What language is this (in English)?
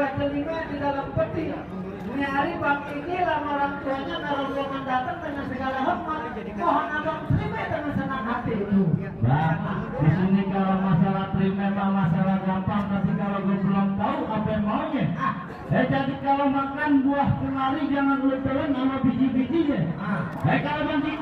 Betawi